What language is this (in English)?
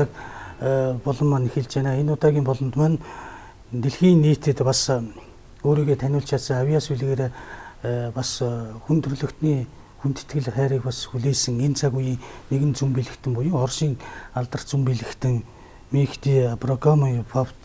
Mongolian